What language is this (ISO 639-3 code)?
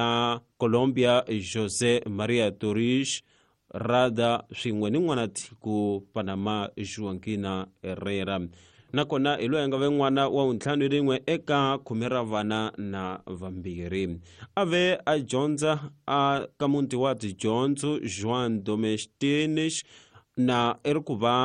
tso